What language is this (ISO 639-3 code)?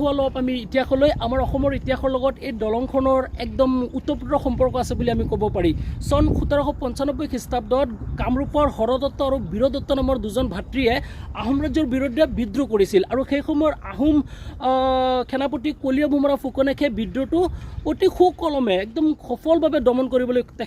asm